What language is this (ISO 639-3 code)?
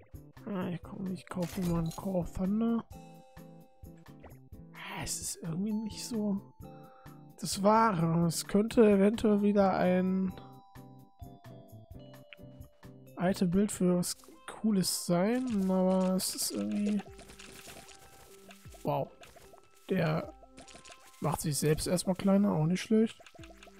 deu